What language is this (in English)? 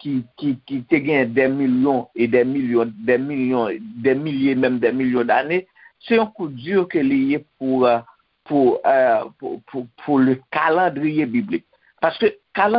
Haitian Creole